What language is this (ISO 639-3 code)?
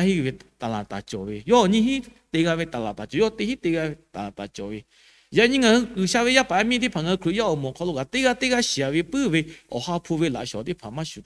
lhu